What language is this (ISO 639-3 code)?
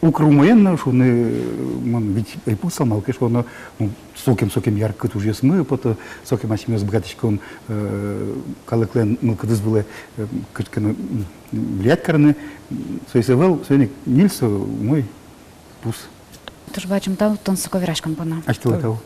udm